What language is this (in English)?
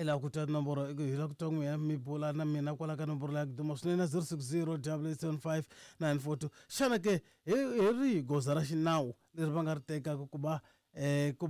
Tsonga